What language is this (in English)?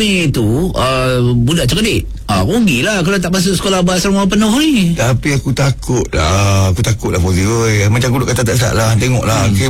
Malay